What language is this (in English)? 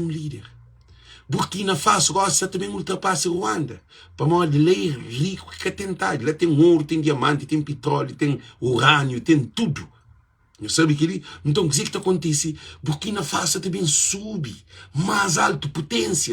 Kabuverdianu